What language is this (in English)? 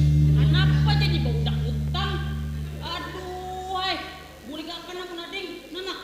Banjar